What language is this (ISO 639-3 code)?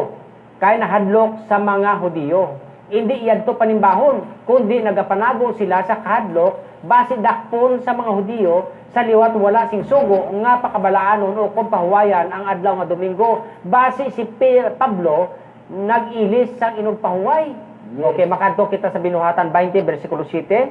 hil